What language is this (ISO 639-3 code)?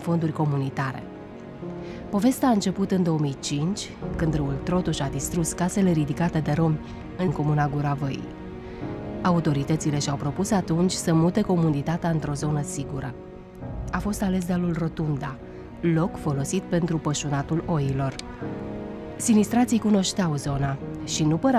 ron